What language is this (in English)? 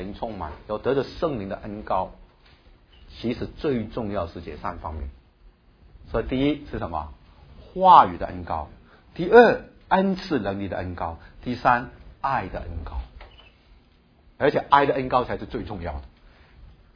Chinese